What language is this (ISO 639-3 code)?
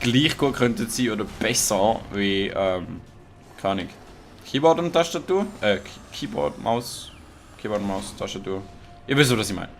gsw